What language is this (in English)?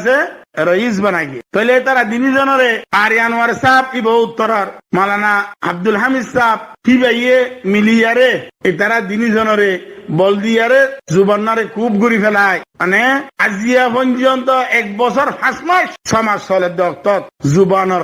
Rohingya